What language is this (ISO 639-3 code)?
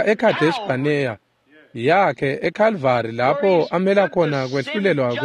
ssw